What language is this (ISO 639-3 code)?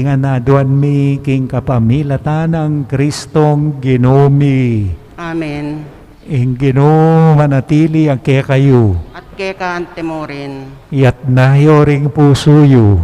pam